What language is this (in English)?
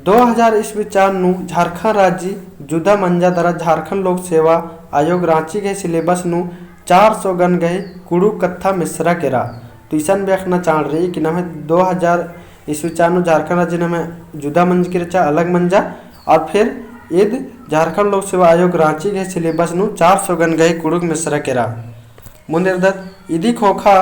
Kurukh